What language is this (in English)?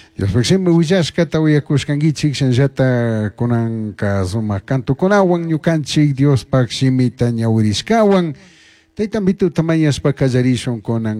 Chimborazo Highland Quichua